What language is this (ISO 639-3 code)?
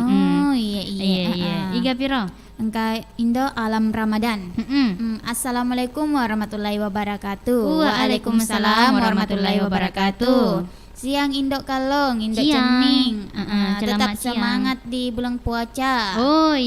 bug